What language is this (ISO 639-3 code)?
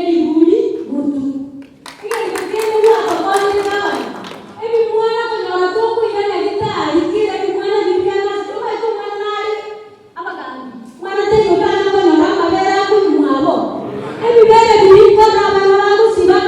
guz